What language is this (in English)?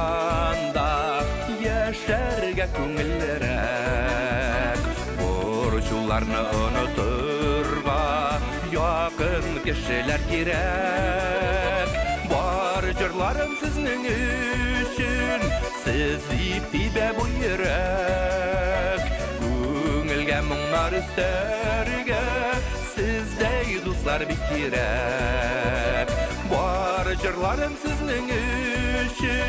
Bashkir